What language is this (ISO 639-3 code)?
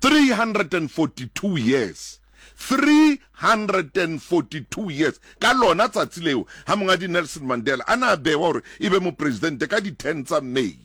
sot